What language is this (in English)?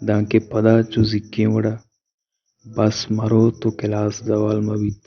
Baluchi